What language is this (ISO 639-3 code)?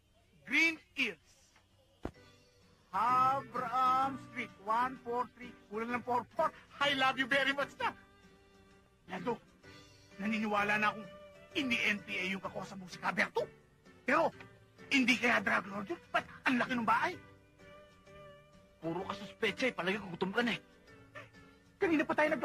fil